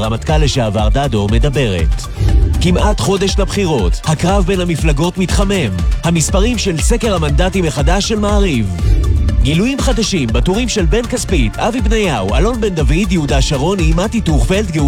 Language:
Hebrew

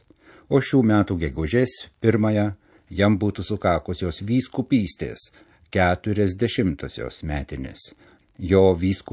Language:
Lithuanian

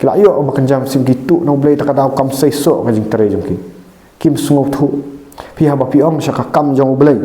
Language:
Khasi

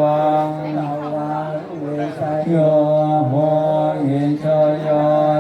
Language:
Pali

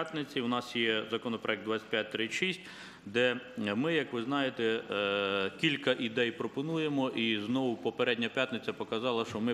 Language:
Ukrainian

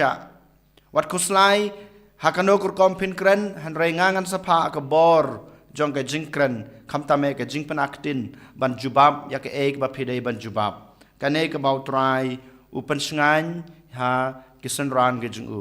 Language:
Khasi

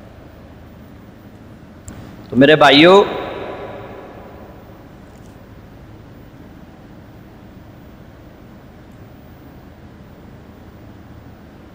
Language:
Urdu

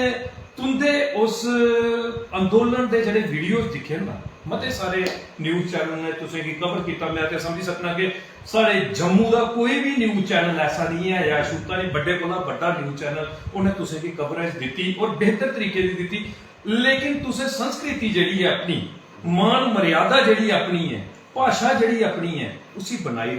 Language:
Dogri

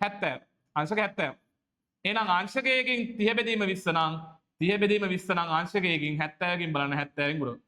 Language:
Sinhala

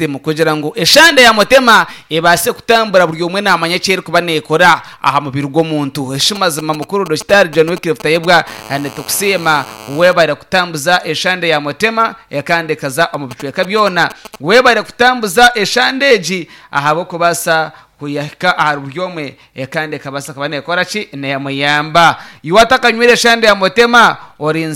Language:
Nyankole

